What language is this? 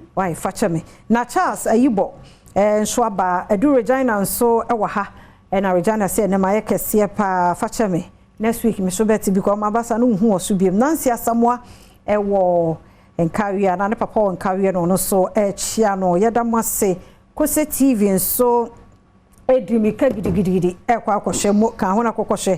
Akan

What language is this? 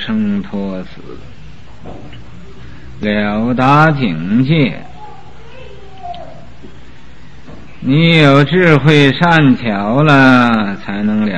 Chinese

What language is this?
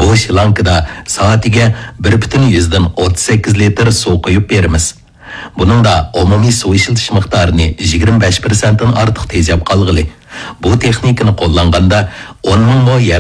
Uyghur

